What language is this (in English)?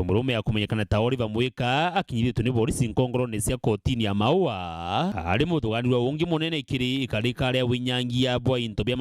Meru